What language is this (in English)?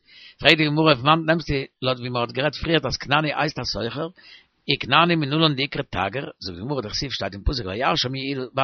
Yiddish